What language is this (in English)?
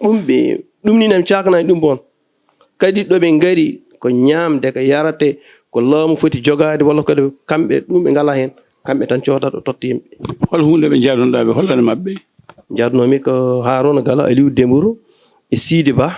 Fula